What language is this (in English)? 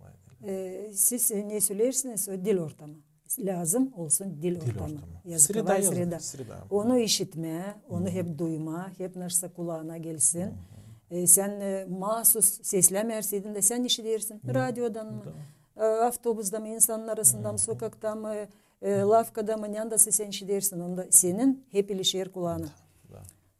Gagauz